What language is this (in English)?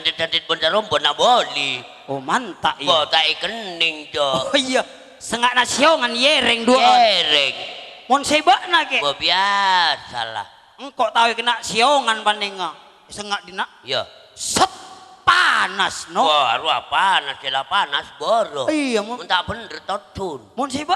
Madurese